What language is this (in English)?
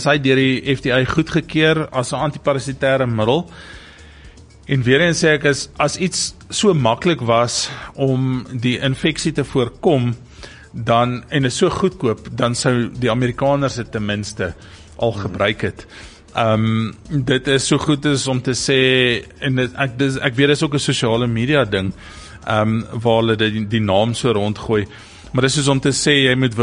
Afrikaans